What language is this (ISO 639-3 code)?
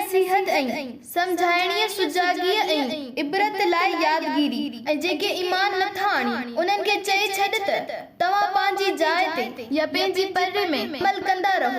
snd